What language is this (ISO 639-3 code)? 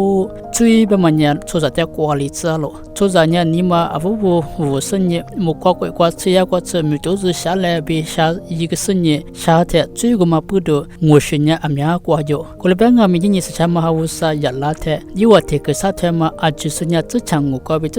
lis